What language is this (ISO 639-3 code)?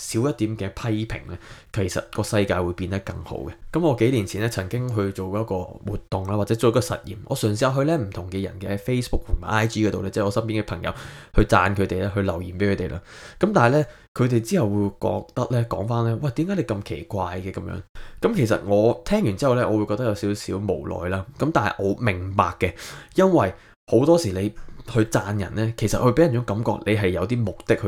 yue